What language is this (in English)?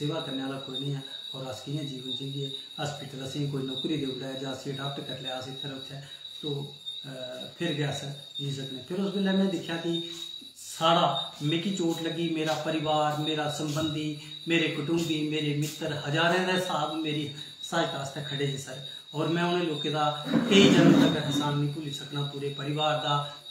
Dogri